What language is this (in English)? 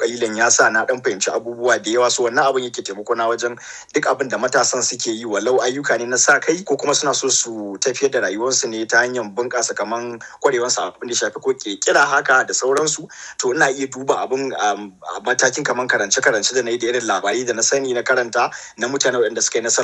Hausa